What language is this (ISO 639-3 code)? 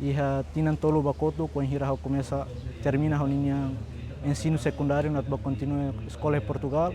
tet